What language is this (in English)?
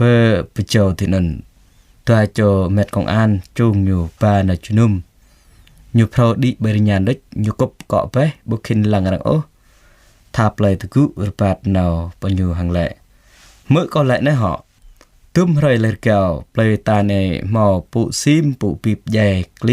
Jarai